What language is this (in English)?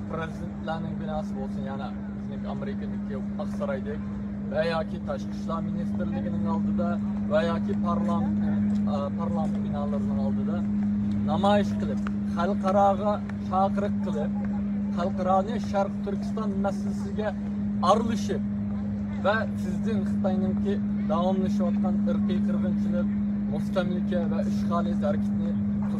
Uyghur